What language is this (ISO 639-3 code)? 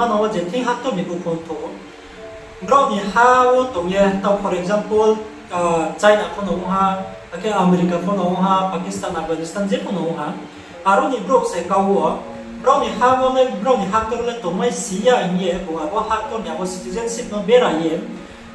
ria